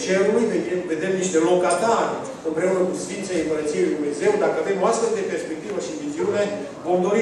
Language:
Romanian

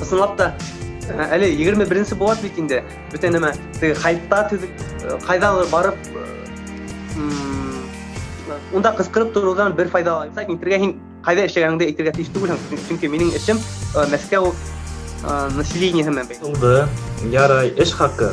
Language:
Bashkir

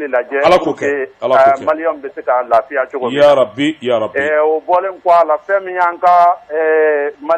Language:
Bambara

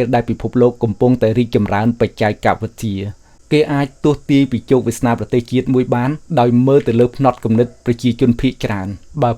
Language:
Khmer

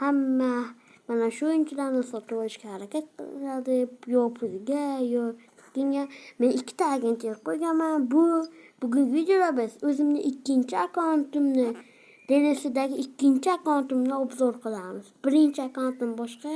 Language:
Uzbek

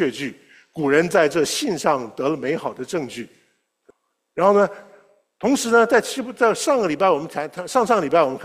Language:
Chinese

